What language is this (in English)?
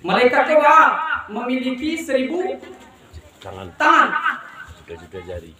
Minangkabau